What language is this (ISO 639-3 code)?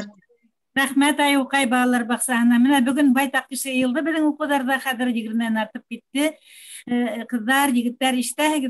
bak